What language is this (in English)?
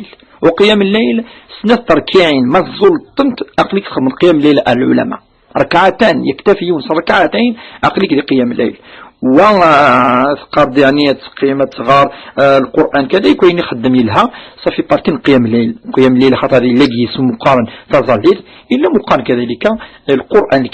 Kabyle